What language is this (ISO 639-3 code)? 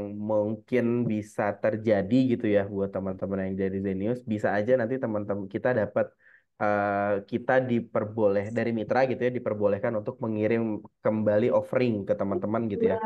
ind